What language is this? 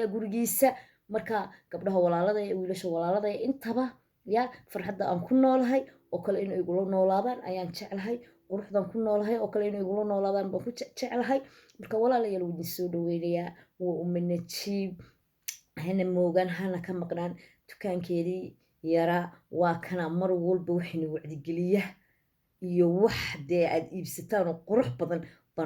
Somali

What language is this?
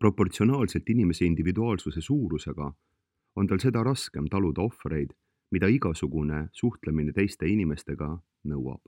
Estonian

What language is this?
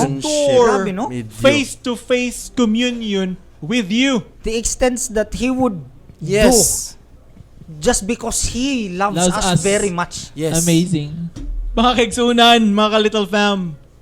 Cebuano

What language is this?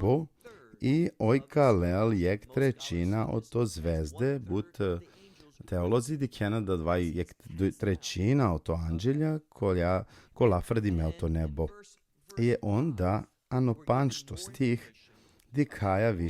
Balkan Romani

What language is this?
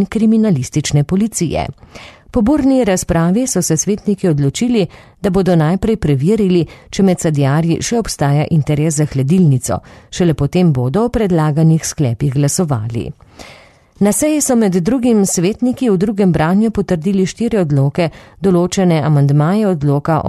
Slovenian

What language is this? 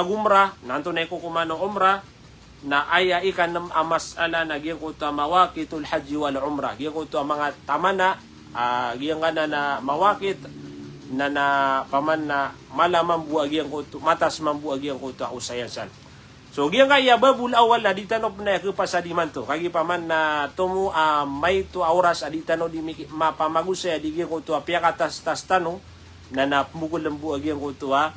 Maranao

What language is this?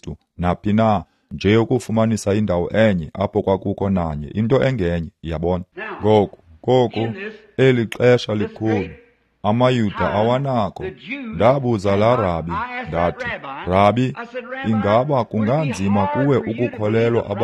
Xhosa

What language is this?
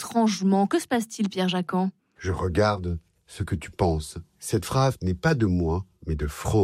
French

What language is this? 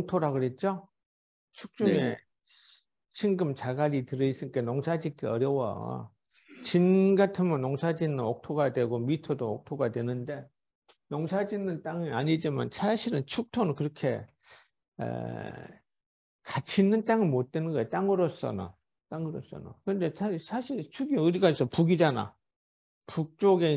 Korean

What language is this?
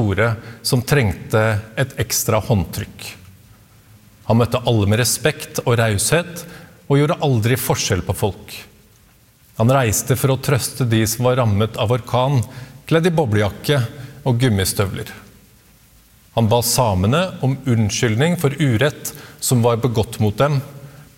Norwegian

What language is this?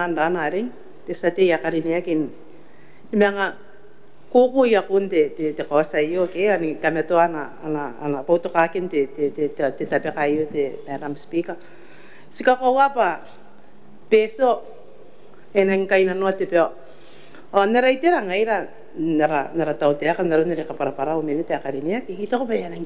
Gilbertese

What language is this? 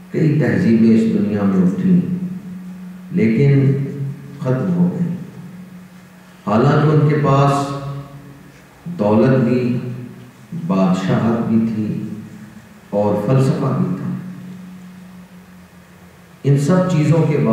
Urdu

